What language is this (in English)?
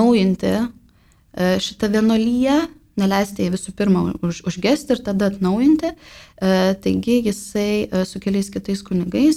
Lithuanian